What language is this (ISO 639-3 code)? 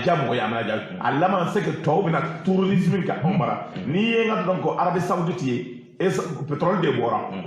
bam